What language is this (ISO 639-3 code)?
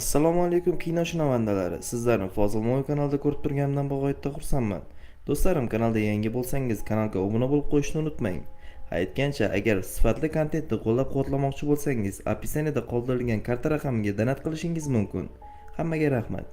uzb